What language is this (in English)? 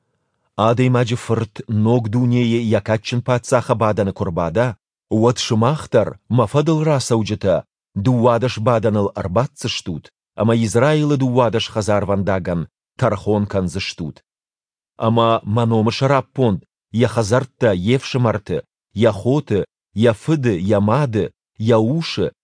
Ossetic